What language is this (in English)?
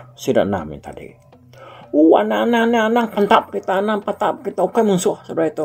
Iban